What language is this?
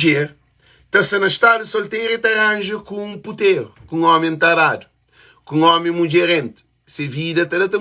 Kabuverdianu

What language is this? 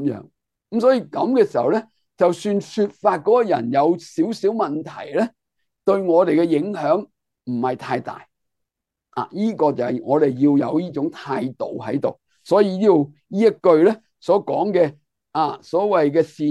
Cantonese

